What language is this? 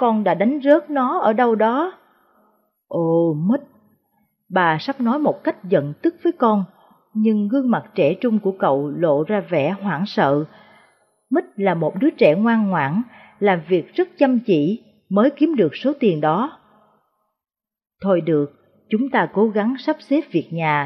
Vietnamese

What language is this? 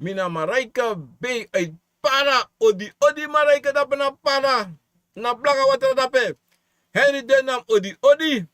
Sranan Tongo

